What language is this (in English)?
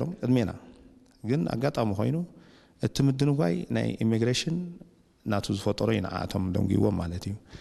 Tigrinya